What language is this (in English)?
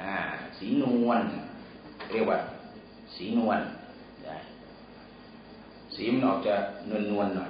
Thai